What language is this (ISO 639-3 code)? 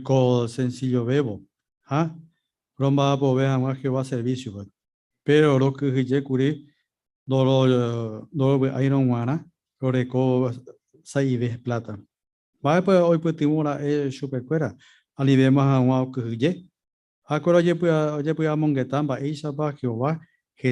grn